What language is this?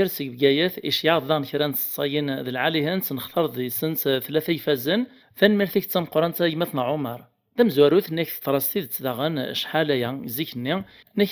Kabyle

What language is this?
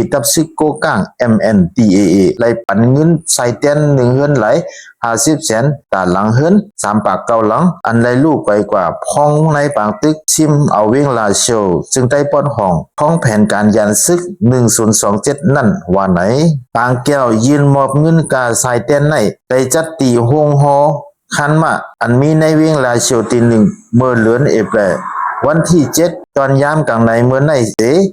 Shan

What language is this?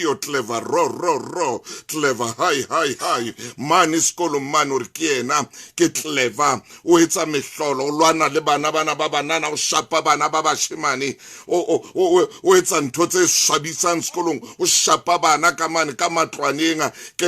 Southern Sotho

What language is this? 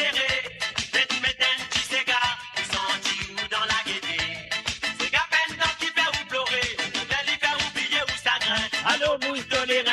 Morisyen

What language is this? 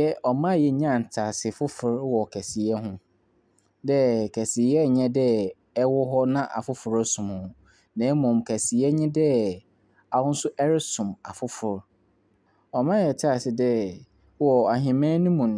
Akan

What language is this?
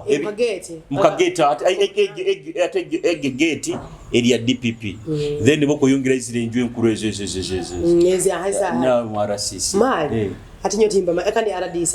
Nyoro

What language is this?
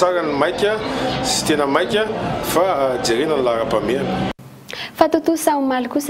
Malagasy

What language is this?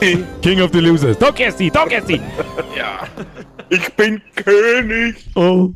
Bavarian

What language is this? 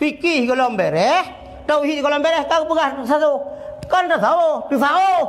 Achinese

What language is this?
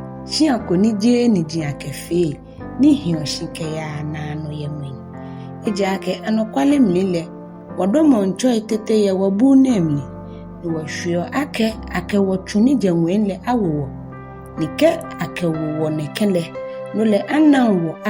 Ga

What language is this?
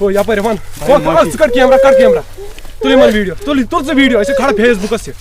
Kashmiri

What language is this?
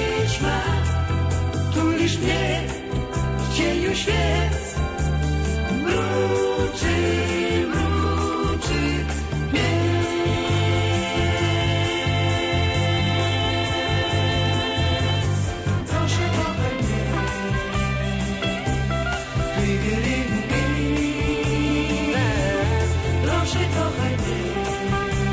Polish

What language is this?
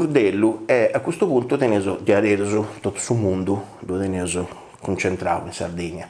Sardinian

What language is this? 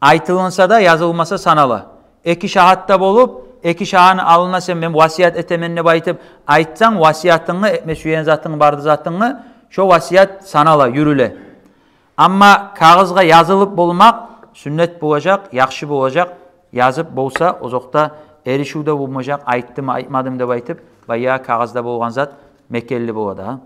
Kumyk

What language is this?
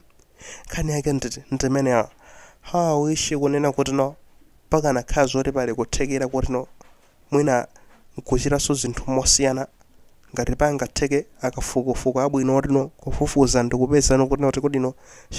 Nyanja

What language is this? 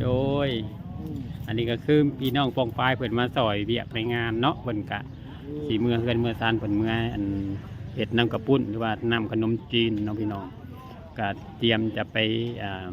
Lao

